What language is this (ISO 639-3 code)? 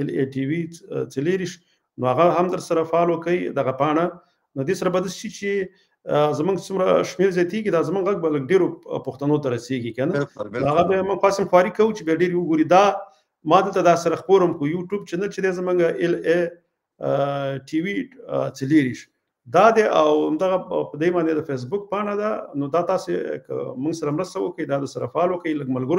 pus